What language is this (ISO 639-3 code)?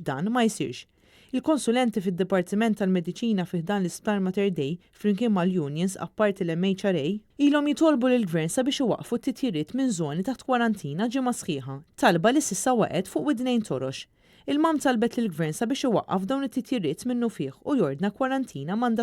mlt